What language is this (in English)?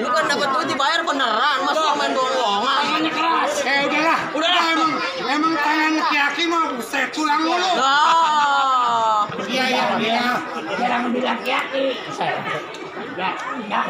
Betawi